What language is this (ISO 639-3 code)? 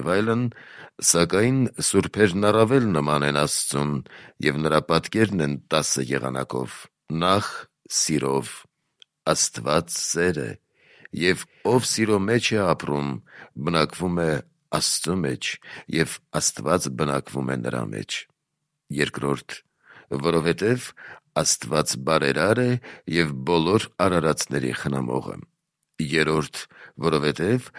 hye